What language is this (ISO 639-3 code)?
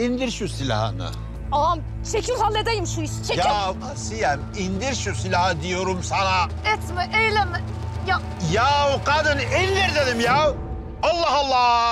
tur